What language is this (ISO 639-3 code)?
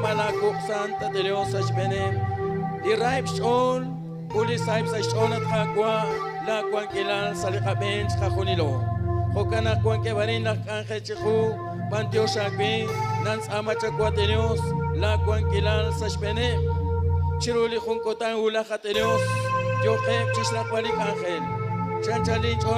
kek